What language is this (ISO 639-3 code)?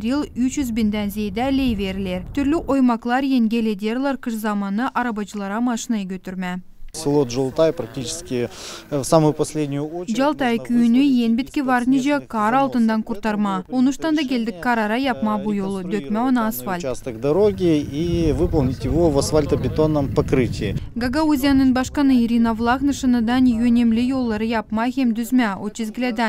gag